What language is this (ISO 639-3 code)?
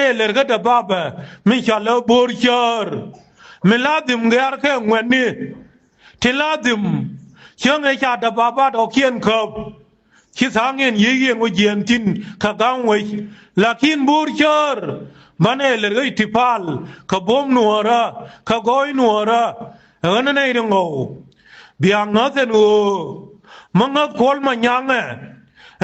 nus